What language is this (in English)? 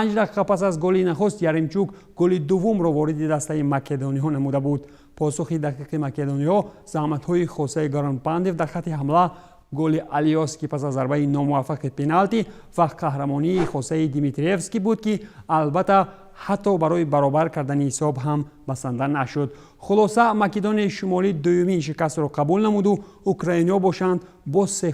Tajik